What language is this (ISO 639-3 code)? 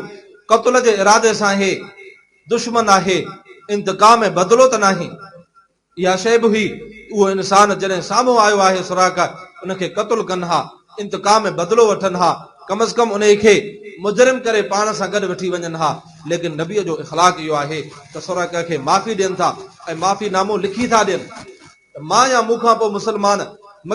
snd